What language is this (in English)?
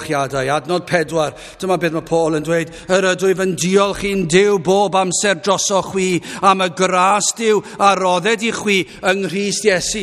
Welsh